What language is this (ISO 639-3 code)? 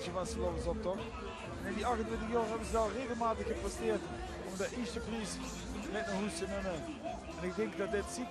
lim